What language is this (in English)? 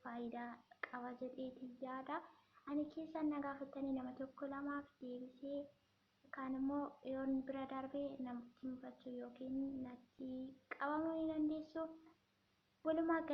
Oromo